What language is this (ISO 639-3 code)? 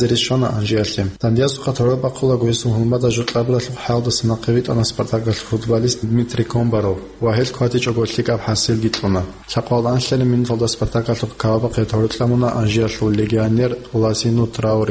ava